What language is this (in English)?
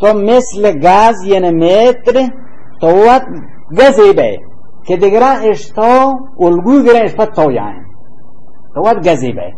Baluchi